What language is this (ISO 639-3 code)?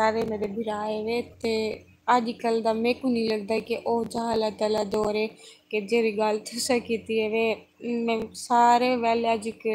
skr